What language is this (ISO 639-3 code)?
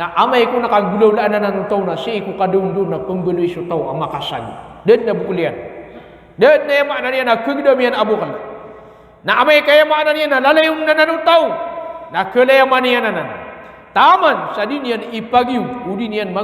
mrw